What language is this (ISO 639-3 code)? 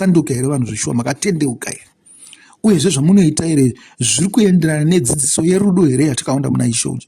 sna